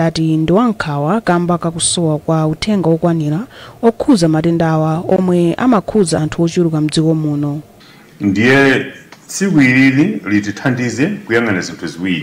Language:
Nyanja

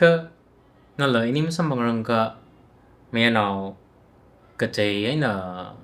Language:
Tangkhul Naga (India)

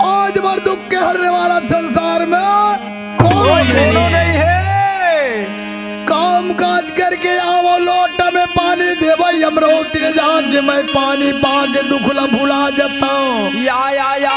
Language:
Chhattisgarhi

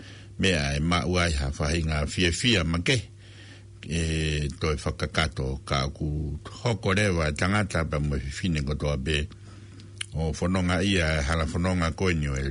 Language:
Tongan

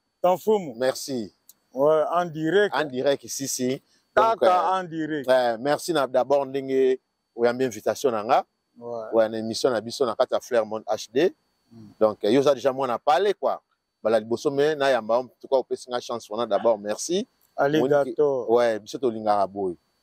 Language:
Lingala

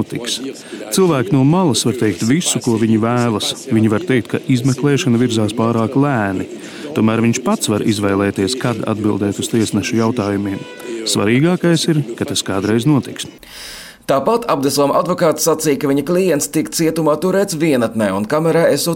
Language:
Latvian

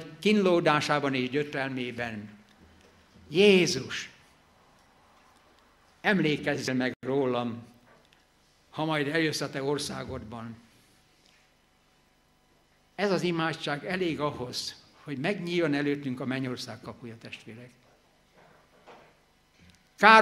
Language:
Hungarian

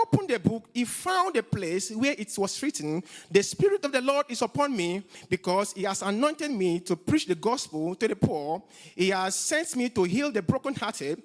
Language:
English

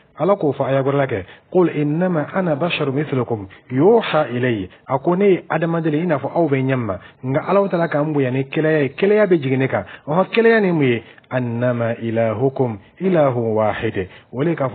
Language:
Dyula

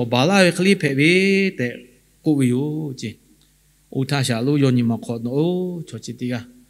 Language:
Lahu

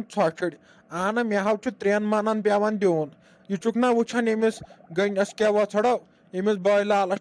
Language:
Kashmiri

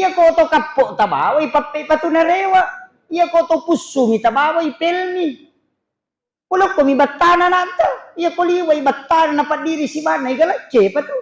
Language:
Buginese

